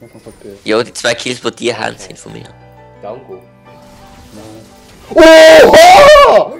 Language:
Swiss German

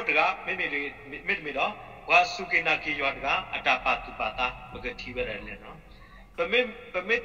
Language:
S'gaw Karen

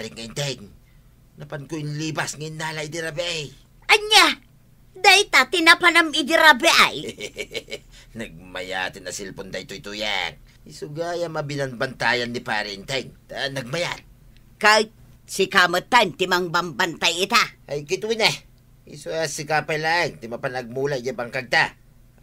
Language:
Iloko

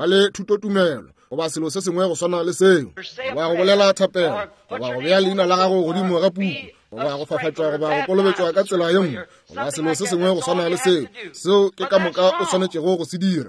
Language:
Northern Sotho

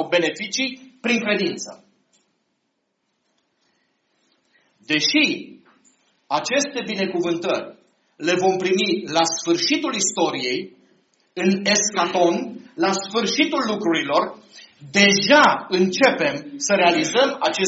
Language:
Romanian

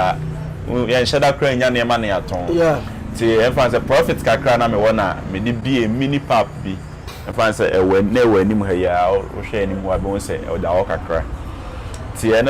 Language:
Akan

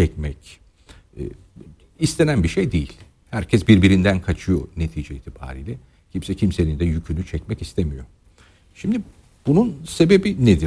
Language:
Turkish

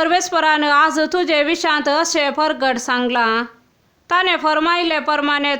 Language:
Konkani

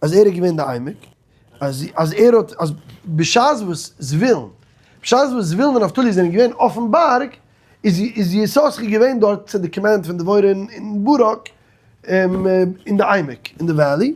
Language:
Yiddish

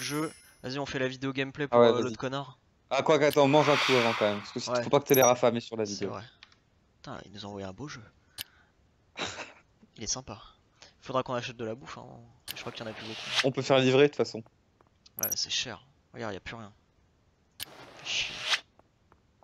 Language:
French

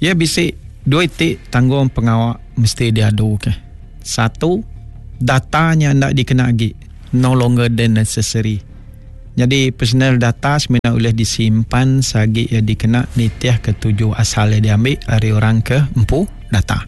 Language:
Iban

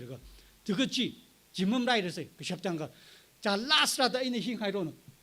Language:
Tangkhul Naga (India)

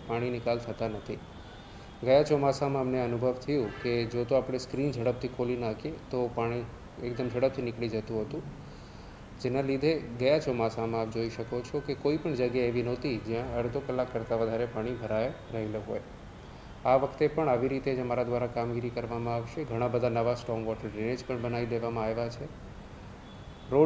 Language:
Gujarati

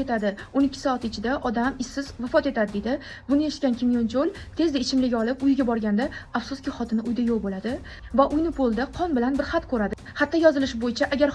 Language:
Uzbek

